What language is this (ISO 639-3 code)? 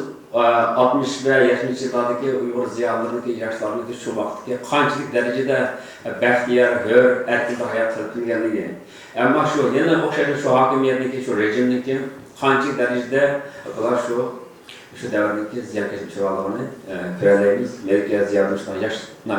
uig